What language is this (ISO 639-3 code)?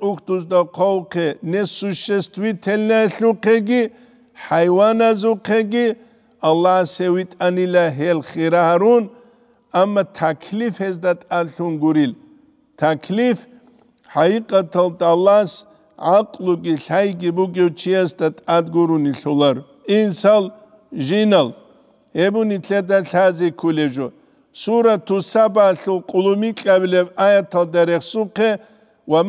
ava